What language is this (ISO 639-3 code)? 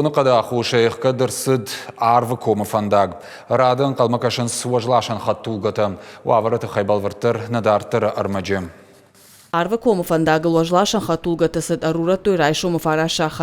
oss